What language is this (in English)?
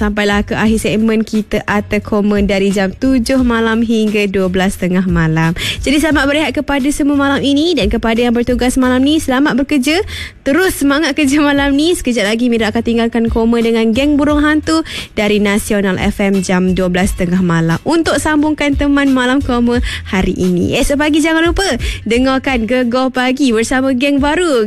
Malay